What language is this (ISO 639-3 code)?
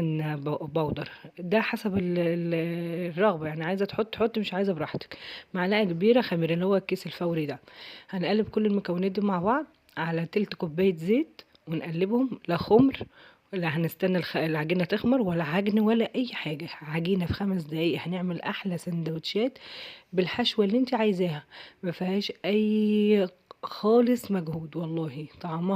arz